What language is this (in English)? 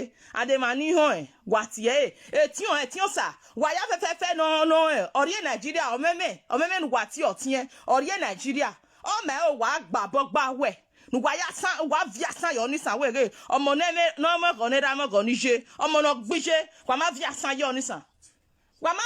Nigerian Pidgin